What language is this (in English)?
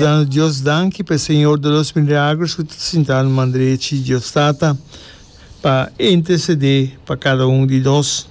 Papiamento